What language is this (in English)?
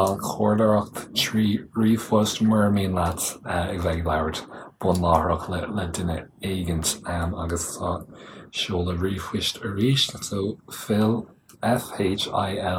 Irish